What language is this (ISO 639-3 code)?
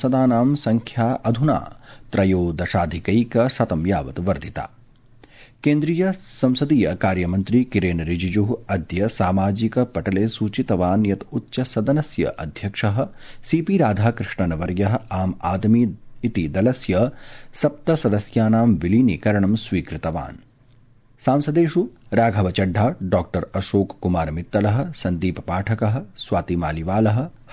san